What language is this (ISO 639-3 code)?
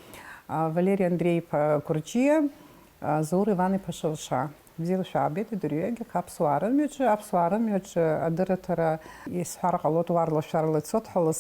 abk